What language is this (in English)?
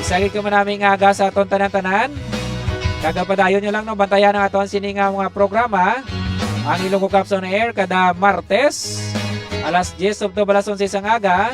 Hiligaynon